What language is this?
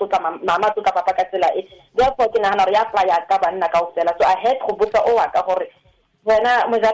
Tswana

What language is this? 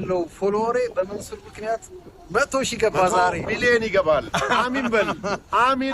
Amharic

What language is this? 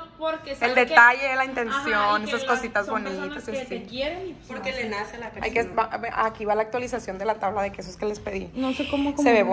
Spanish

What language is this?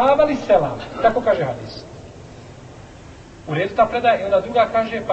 Bosnian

